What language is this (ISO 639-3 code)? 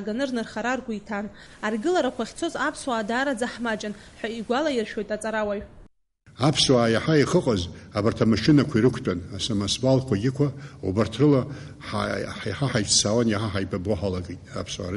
abk